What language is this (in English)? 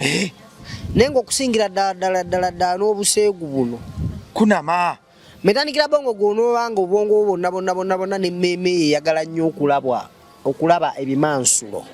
Ganda